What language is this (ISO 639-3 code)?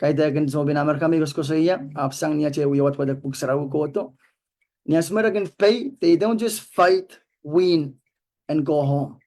pon